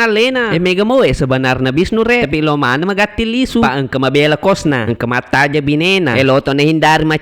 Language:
Buginese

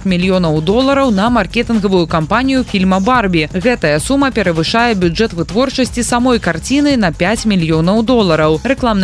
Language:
Belarusian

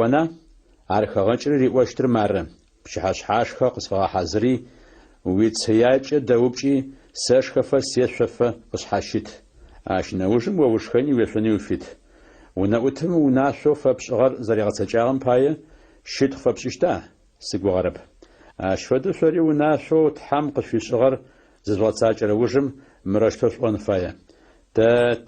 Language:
Adyghe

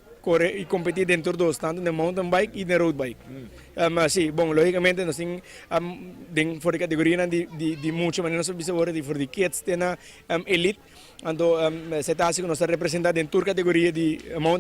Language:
Papiamento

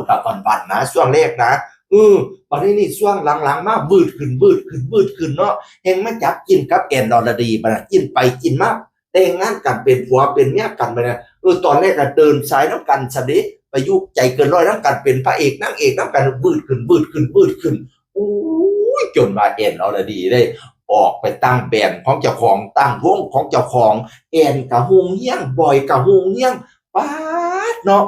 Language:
Northeastern Thai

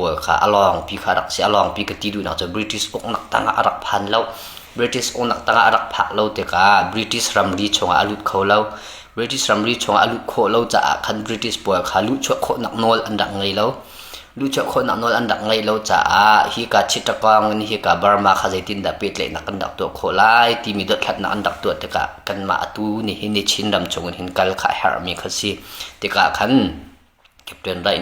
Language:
Hakha Chin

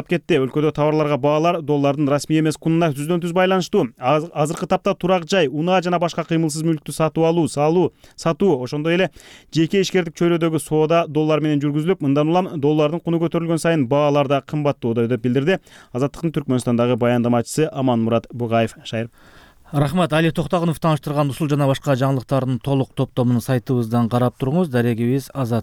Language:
Kyrgyz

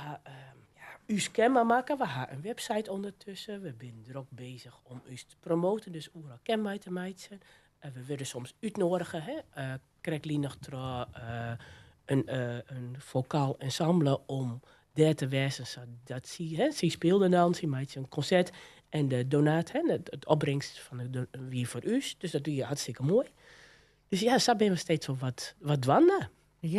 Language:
Western Frisian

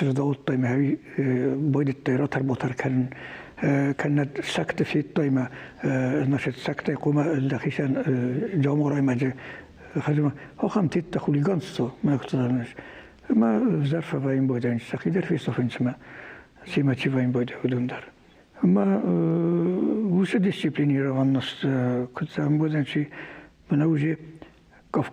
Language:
Ossetic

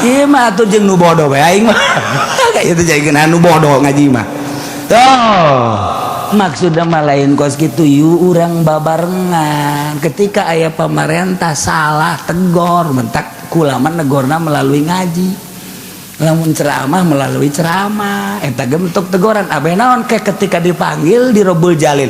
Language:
Sundanese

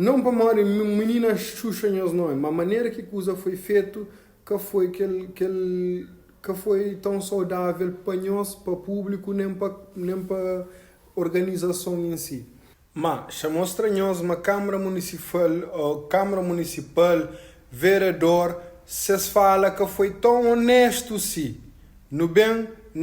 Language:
Kabuverdianu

